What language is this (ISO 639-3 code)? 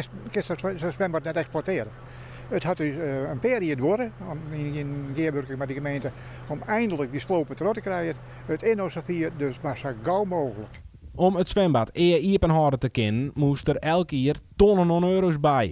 fry